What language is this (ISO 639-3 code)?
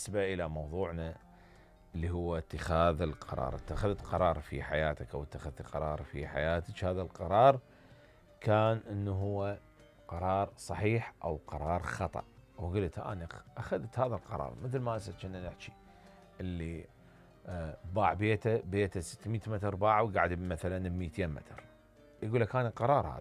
acm